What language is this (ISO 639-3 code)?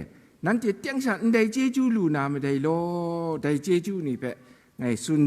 kac